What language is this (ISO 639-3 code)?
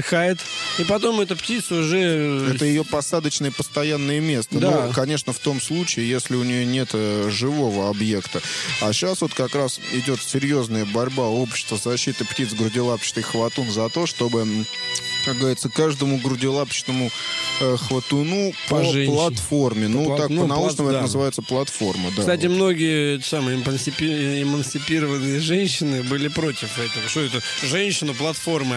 rus